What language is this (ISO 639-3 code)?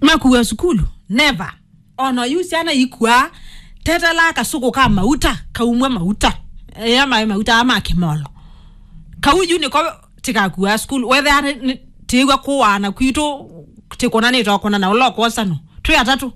kam